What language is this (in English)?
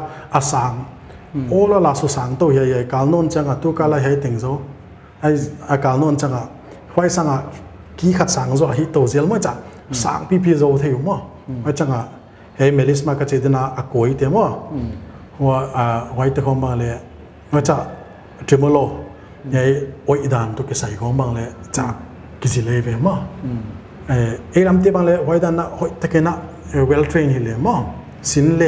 Paite Chin